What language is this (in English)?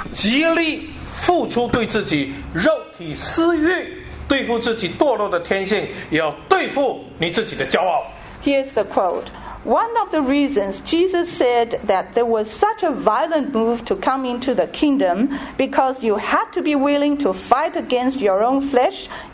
English